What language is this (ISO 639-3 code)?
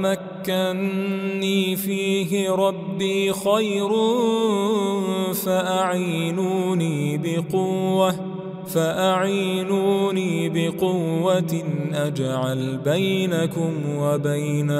ara